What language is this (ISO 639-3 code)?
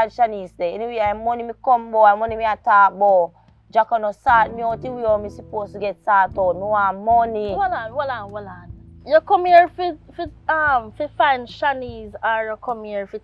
jam